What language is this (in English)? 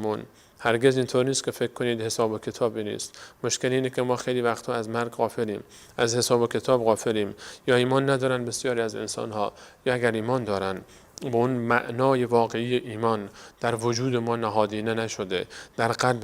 Persian